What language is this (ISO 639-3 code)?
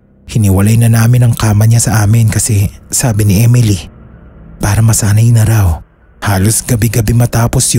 fil